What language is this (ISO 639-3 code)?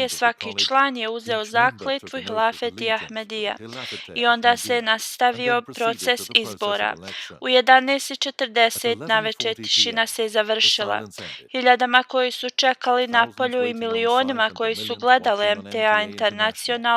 bos